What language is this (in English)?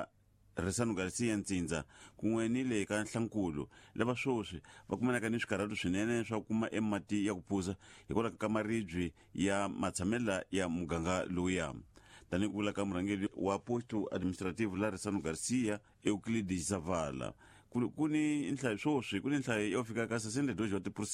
Tsonga